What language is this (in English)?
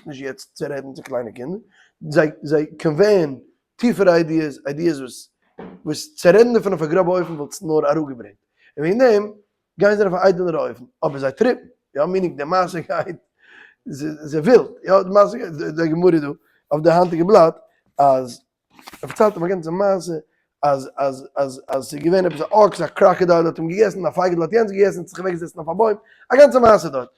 Yiddish